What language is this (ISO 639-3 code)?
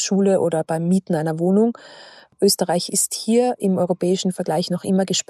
deu